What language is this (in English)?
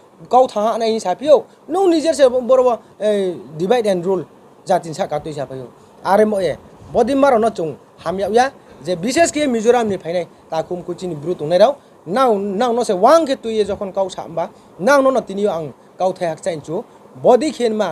Riang (India)